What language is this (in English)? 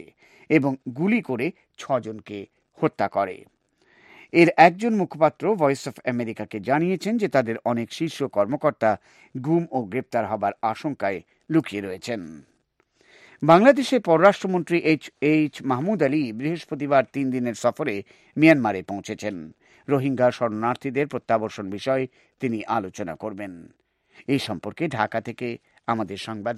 Bangla